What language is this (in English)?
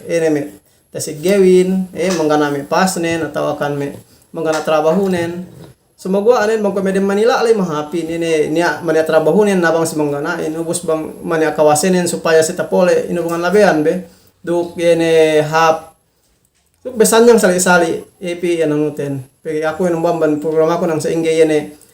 Yakan